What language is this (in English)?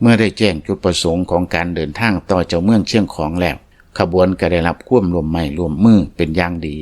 Lao